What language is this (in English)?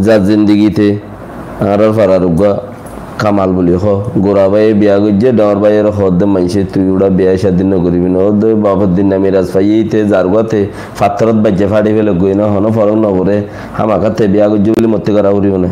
Rohingya